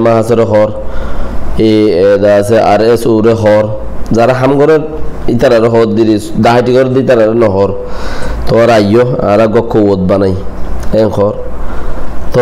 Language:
Rohingya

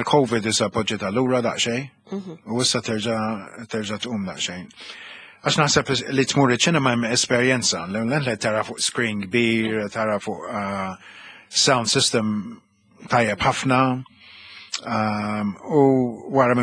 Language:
Maltese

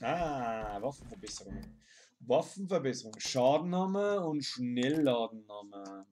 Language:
Bavarian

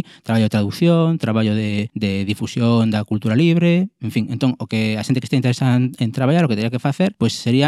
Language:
Galician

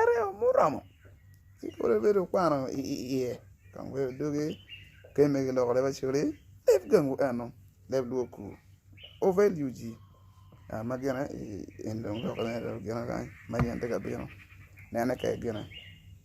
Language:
Acoli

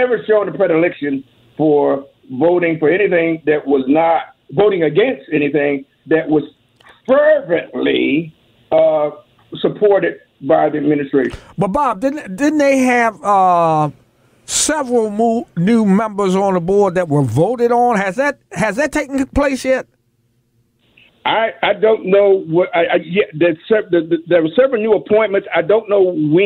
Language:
English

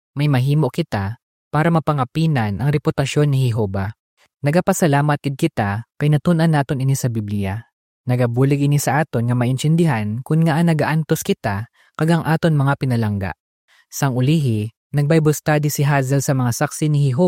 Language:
Hiligaynon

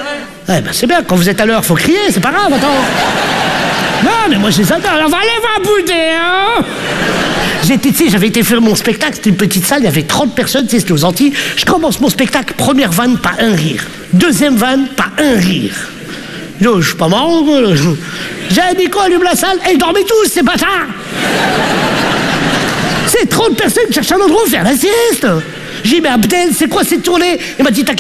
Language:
French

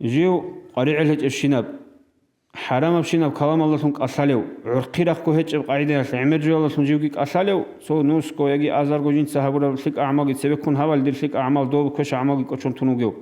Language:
Avaric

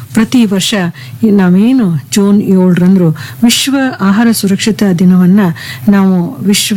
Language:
Kannada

